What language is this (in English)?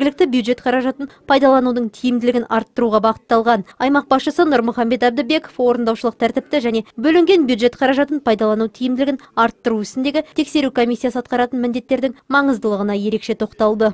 Kazakh